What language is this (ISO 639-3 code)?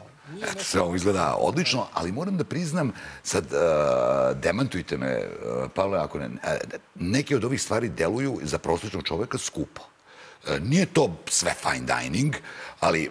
srp